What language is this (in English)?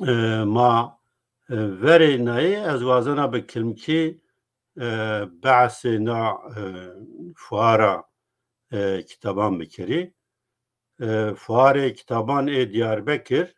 Zaza